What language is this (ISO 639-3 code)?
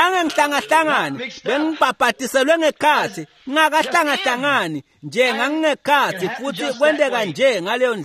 ssw